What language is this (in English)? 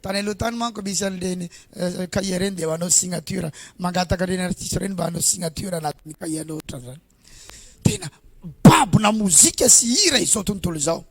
Malagasy